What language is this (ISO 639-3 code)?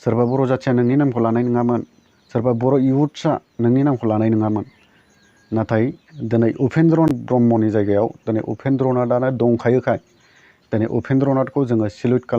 brx